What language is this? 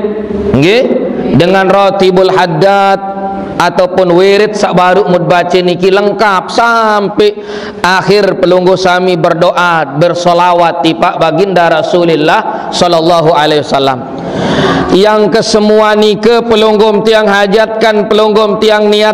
Sasak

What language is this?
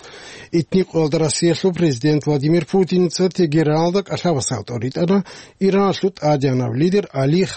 Avaric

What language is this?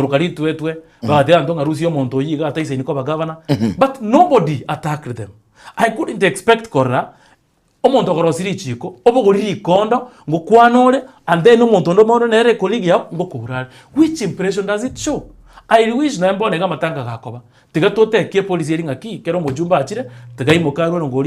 Gusii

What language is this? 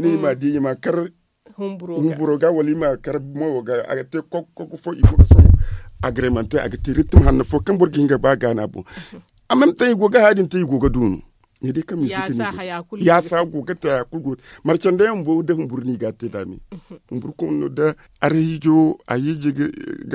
Zarma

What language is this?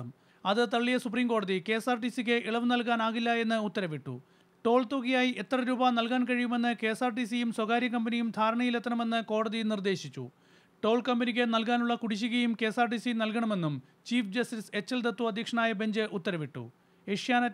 Malayalam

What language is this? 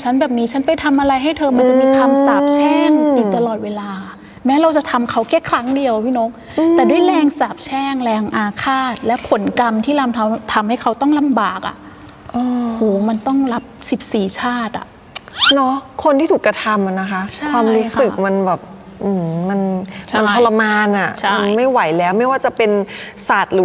Thai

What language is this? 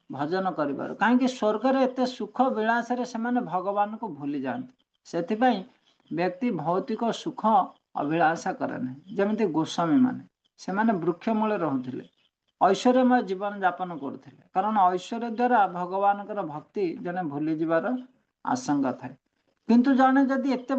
Odia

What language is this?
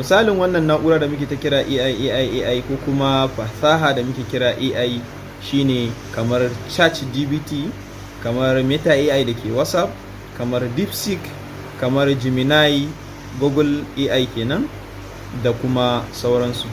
Hausa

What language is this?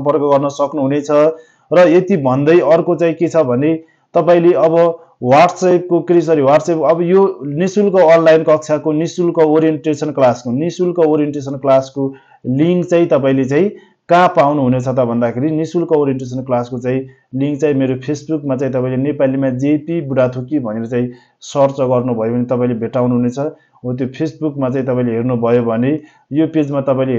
Nepali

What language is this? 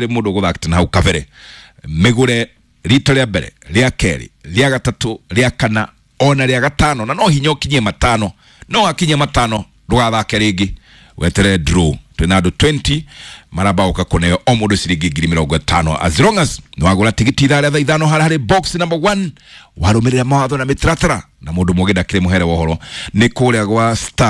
Kikuyu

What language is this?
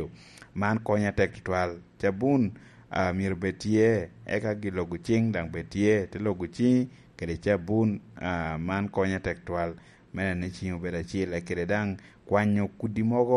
Lango (Uganda)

